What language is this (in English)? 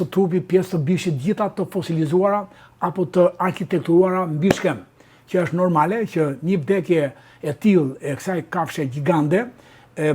Albanian